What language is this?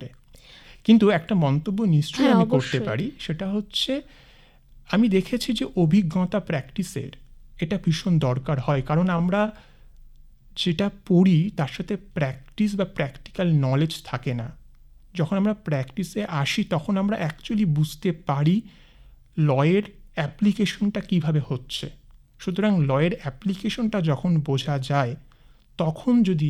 Bangla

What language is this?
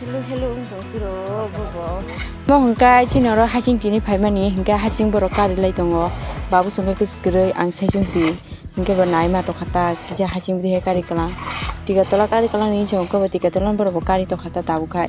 Kok Borok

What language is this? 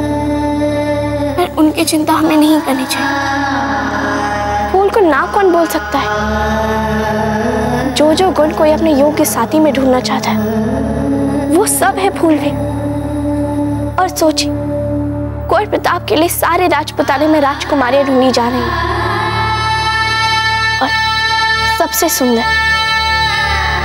Hindi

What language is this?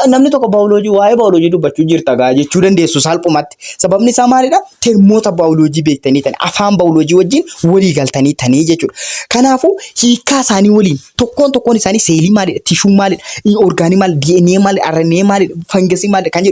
Oromo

